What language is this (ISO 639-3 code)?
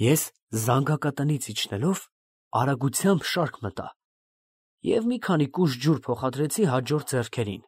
hye